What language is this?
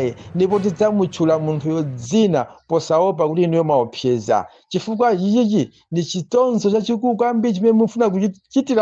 Nyanja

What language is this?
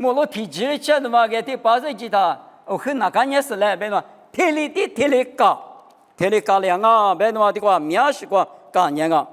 Lisu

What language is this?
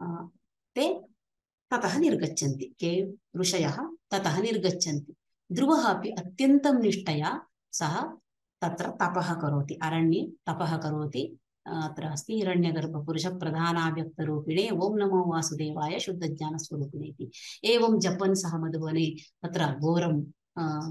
Sanskrit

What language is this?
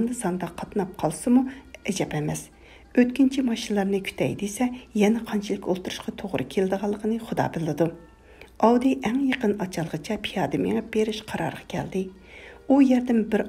Uyghur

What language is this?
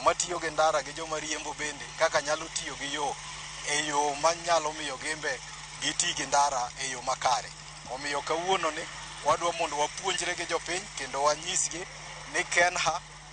Luo (Kenya and Tanzania)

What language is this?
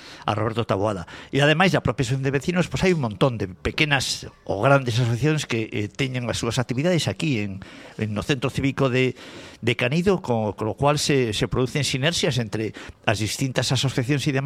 Galician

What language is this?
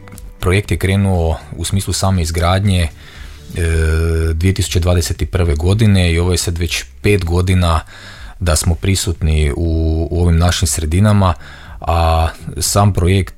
Croatian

